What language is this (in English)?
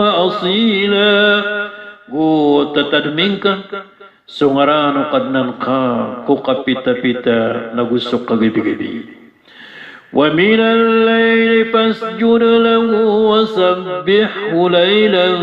Maranao